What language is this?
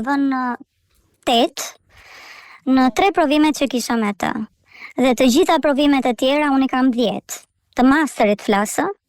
Albanian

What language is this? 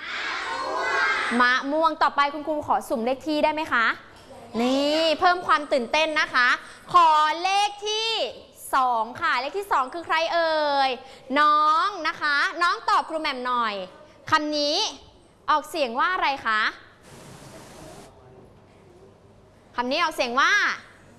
Thai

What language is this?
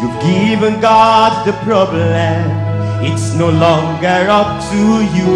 Ewe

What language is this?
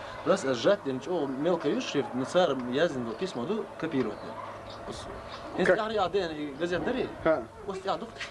Chechen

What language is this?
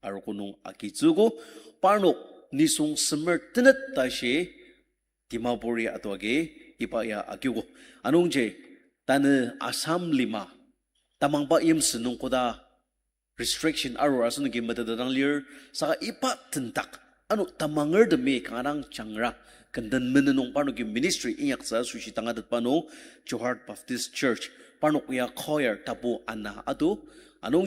Ao Naga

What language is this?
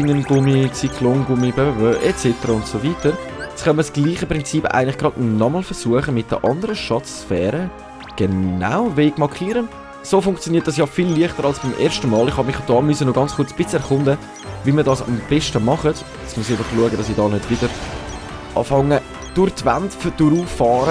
Swiss German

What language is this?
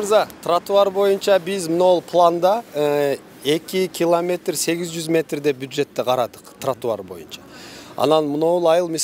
Kyrgyz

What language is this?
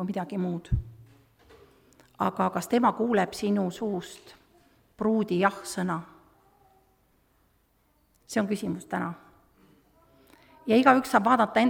Estonian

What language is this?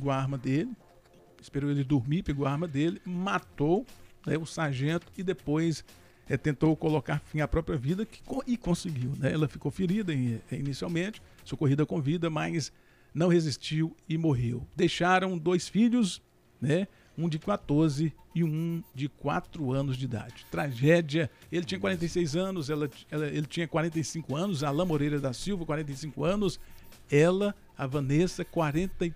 Portuguese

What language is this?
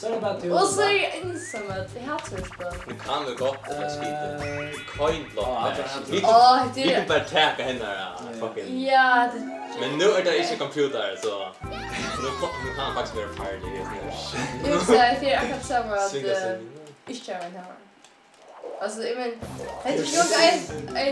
Faroese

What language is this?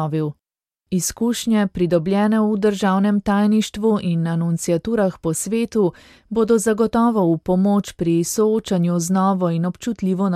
Slovenian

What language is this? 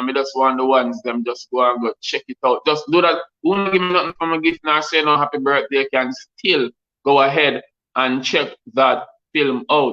Jamaican Creole English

